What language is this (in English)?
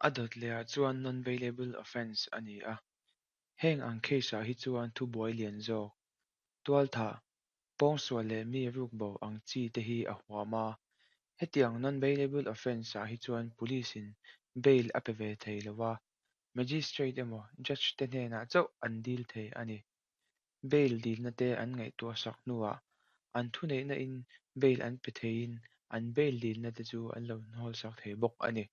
Mizo